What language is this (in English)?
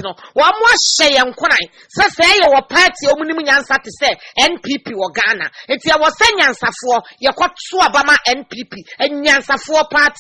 Akan